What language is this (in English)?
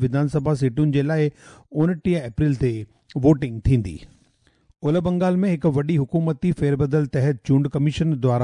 Sindhi